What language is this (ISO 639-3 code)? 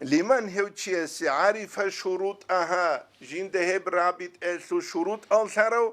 ava